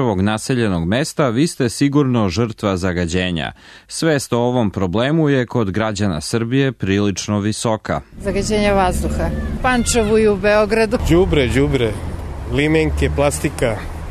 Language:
Serbian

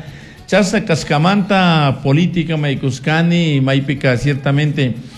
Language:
Chimborazo Highland Quichua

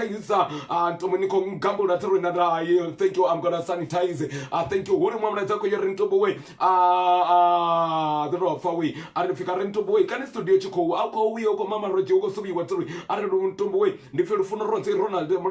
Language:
Venda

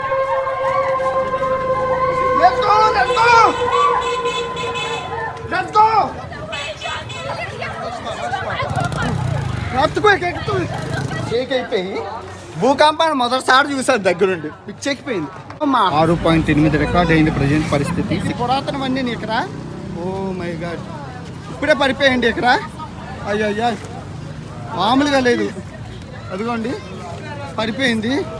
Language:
Telugu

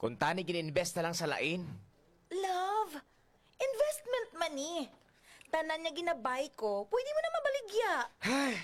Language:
Hiligaynon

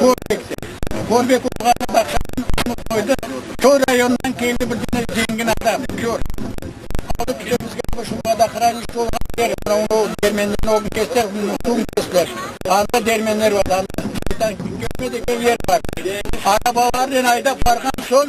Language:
Crimean Tatar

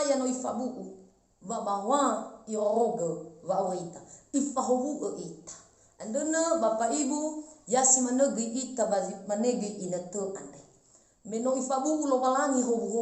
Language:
Nias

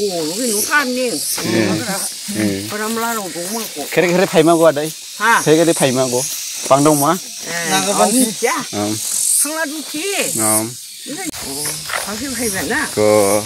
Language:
Dimasa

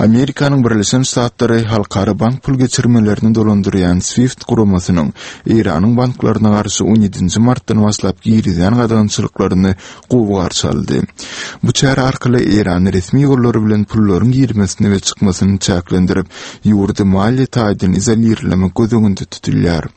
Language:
Turkmen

